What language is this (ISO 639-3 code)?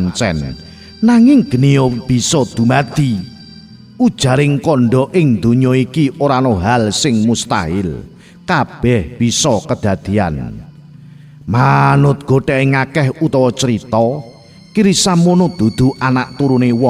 jav